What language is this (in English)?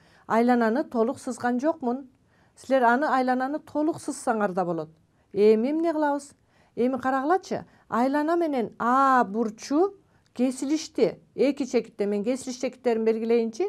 Kyrgyz